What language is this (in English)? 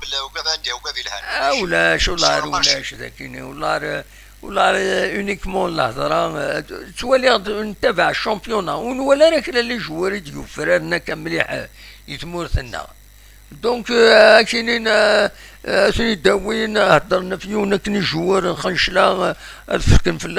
Kabyle